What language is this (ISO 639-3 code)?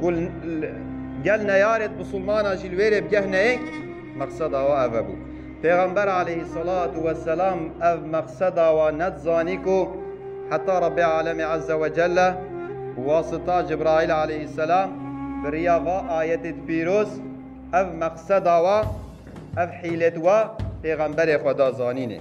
kur